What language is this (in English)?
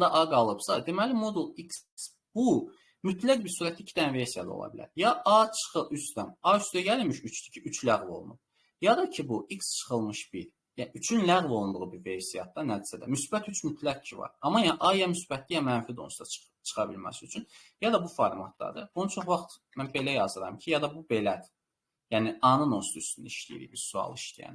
Azerbaijani